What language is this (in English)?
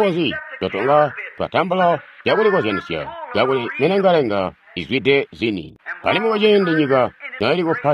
Tonga (Zambia)